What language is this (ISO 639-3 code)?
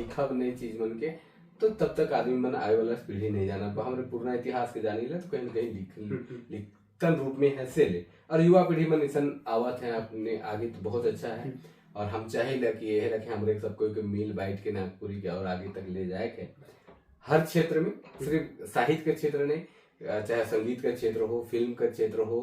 sck